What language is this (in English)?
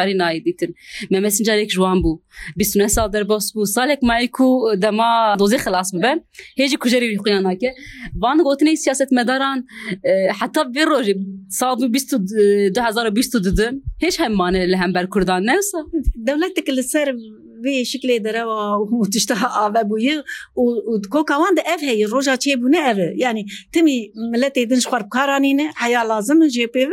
Kurdish